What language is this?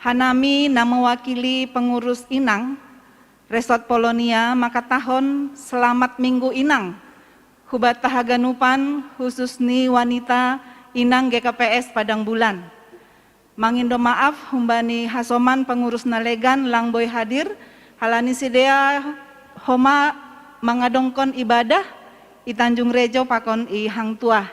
Batak Simalungun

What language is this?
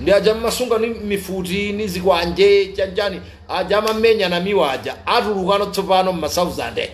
Nyanja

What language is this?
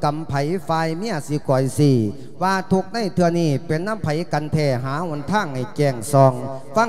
Lao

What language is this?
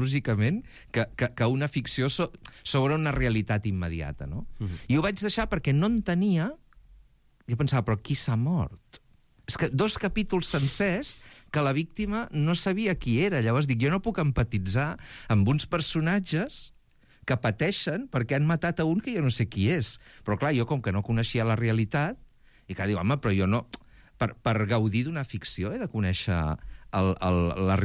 Catalan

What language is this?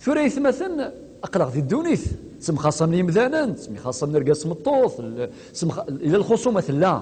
Kabyle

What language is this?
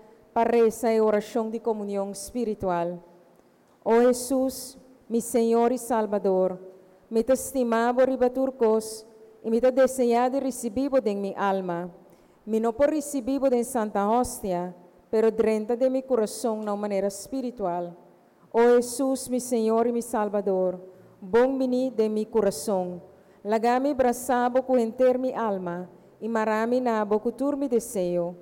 Papiamento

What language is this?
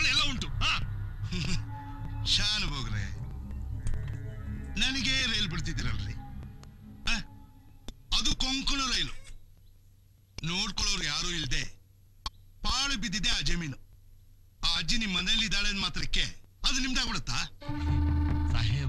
Kannada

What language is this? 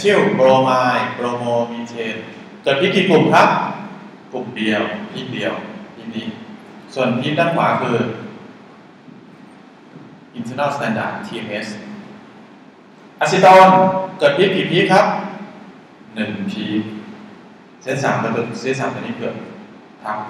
Thai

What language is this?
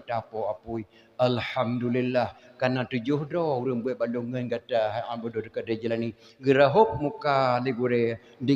Achinese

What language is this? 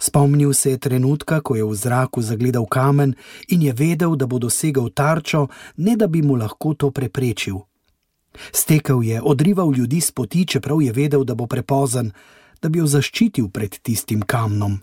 Slovenian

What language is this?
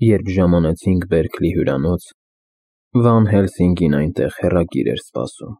Armenian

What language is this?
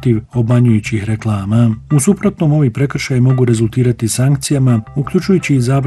Bosnian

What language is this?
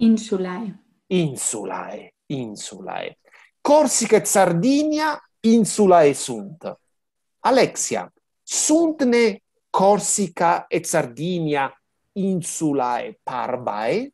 Latin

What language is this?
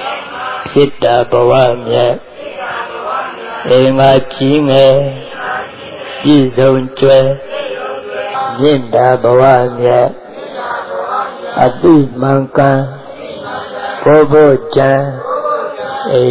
Burmese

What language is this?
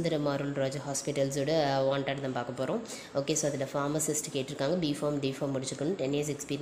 Tamil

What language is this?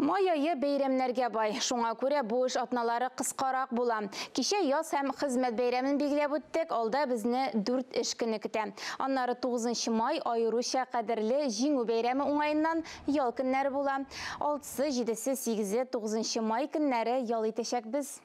Tatar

